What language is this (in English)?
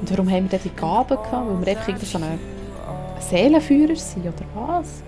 Swiss German